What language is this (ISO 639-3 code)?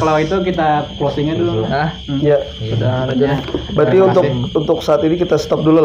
bjn